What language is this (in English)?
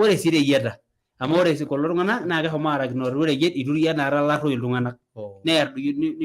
Masai